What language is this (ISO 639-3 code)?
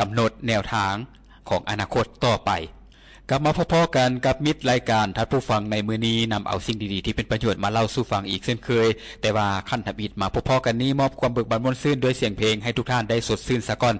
lao